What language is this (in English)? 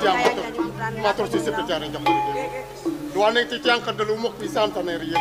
Balinese